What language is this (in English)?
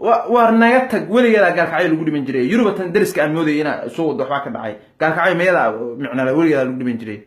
Somali